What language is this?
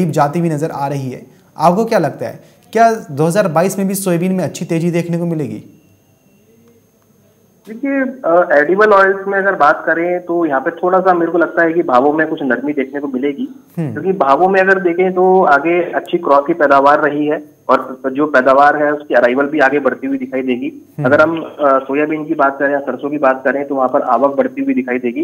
Hindi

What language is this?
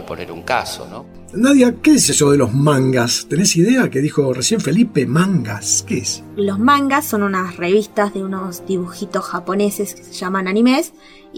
Spanish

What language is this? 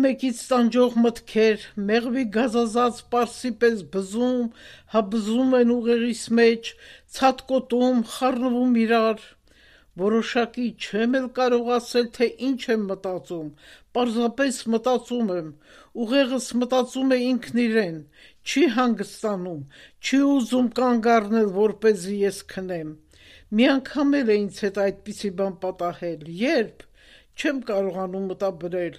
Armenian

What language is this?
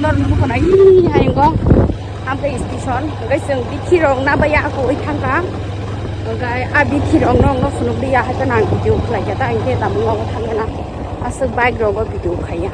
Kok Borok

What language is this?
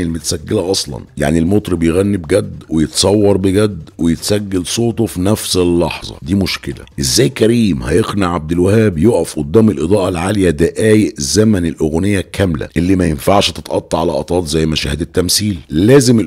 Egyptian Arabic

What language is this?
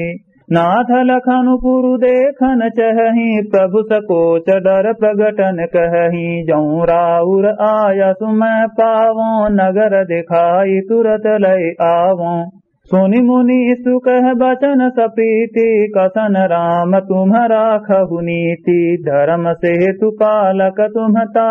Awadhi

